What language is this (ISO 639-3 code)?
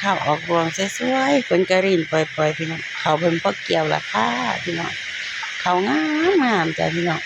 tts